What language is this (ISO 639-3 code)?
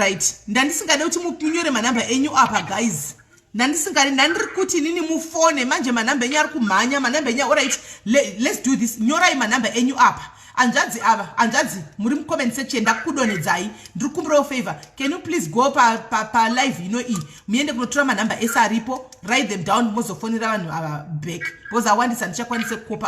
sna